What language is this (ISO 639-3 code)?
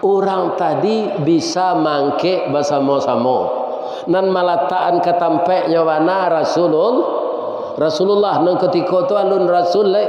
min